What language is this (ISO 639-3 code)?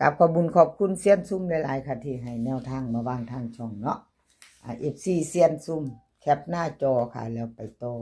tts